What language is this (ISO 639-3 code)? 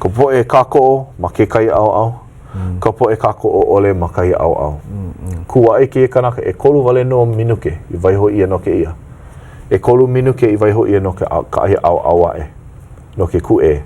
haw